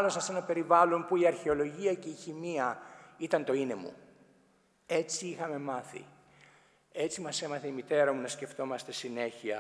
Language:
Greek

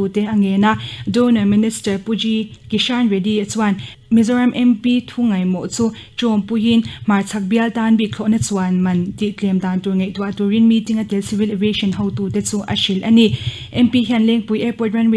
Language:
Mizo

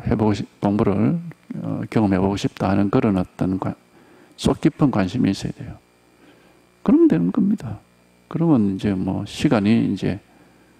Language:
Korean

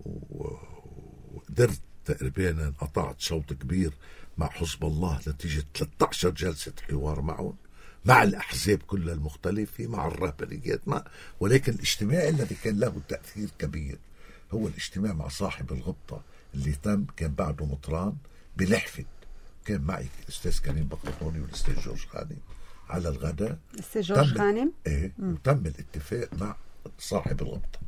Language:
North Levantine Arabic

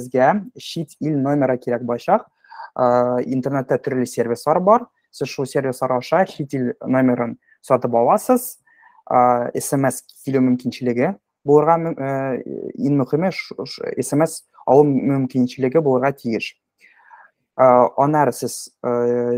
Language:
Tatar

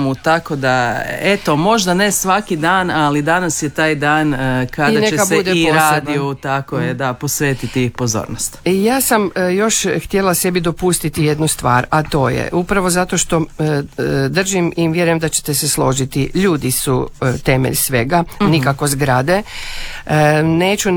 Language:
Croatian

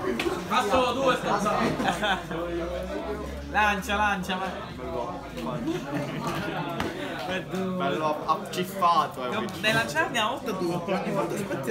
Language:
Italian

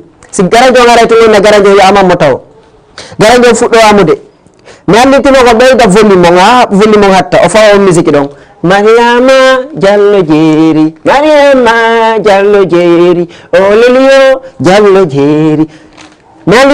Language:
Fula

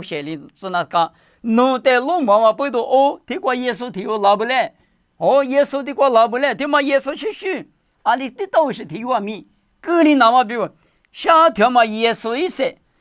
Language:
Lisu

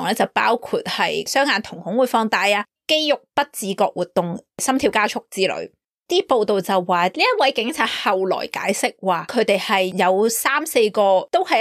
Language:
Cantonese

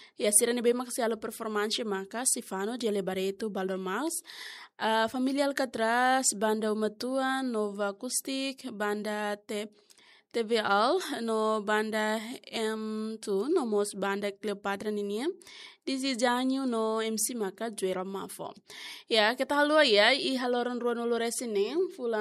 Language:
Tetum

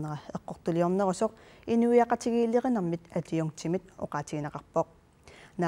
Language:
Kalaallisut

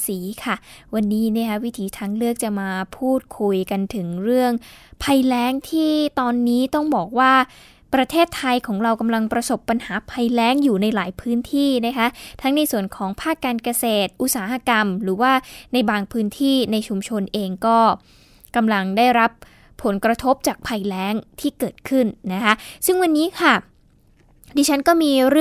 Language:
Thai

